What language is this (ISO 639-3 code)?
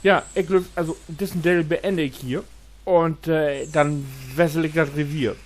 nds